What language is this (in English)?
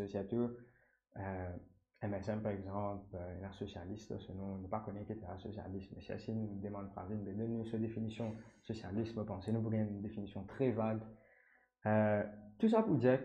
Morisyen